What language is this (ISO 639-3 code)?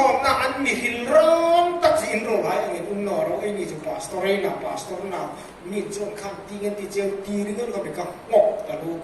hmr